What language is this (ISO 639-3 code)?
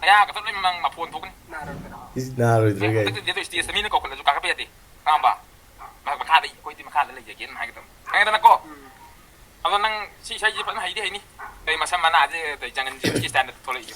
mni